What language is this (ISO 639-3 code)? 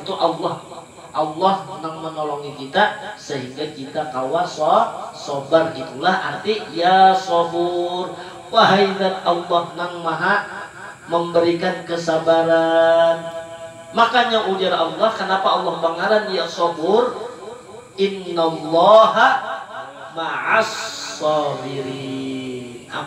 bjn